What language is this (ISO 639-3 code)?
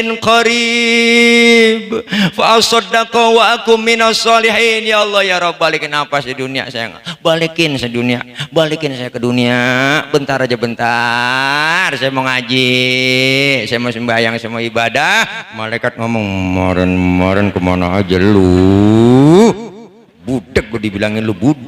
bew